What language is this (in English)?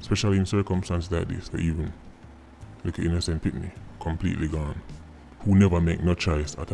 Jamaican Creole English